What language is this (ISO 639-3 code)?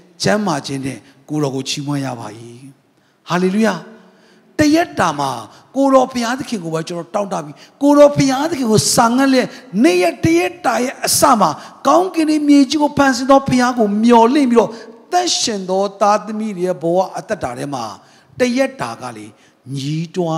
mya